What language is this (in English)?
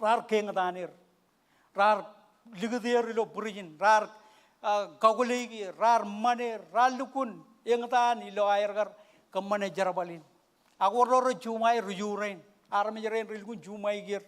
Marshallese